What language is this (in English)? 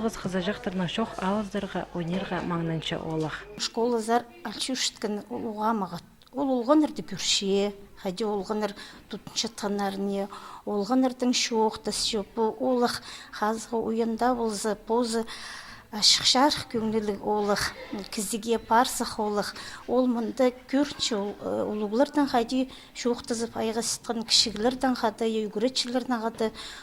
Khakas